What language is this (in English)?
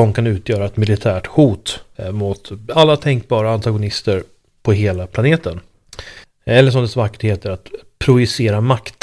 Swedish